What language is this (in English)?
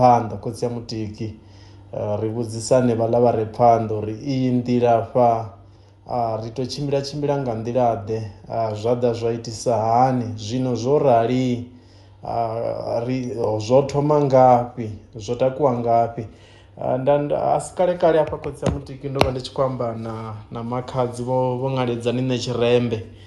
Venda